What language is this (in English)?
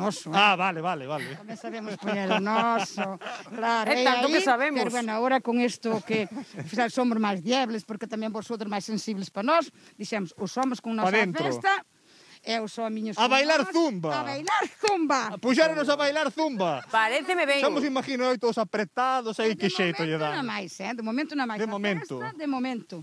Galician